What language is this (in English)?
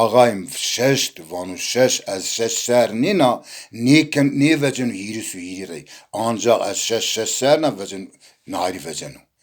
Zaza